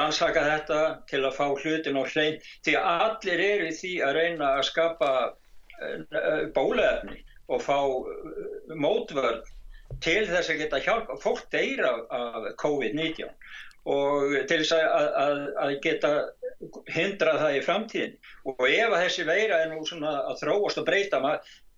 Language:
Icelandic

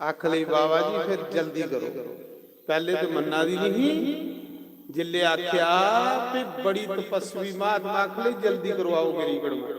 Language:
Dogri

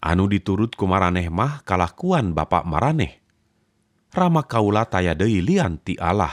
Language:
Sundanese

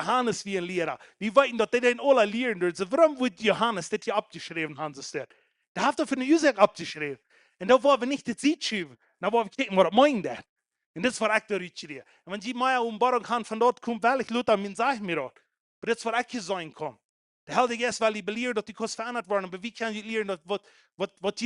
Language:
Plautdietsch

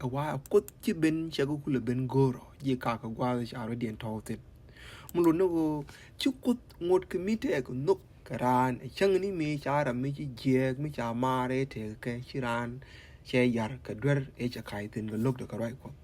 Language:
Nuer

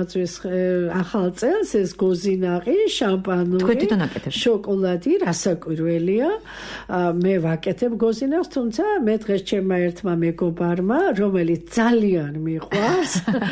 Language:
Georgian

